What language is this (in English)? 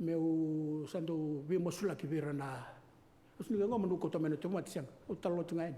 Fijian